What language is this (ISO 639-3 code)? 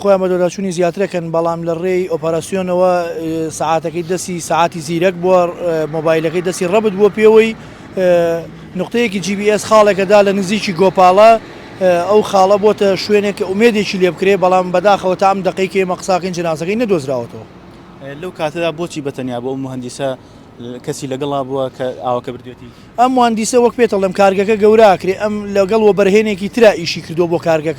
ckb